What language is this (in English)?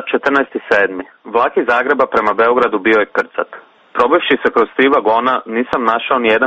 Croatian